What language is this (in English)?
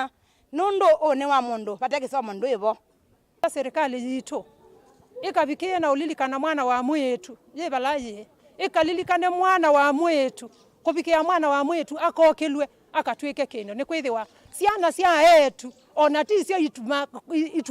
Kamba